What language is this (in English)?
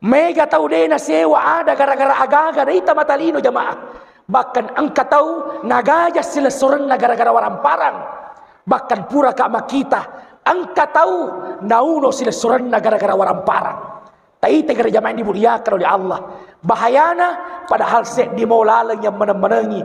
Buginese